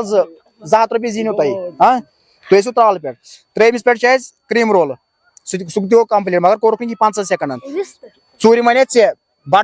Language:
Kashmiri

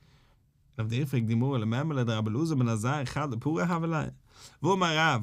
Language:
Yiddish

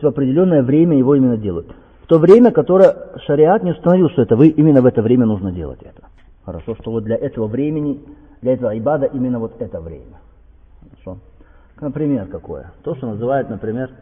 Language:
Russian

